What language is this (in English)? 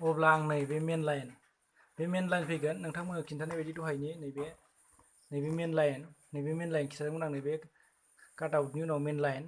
Bodo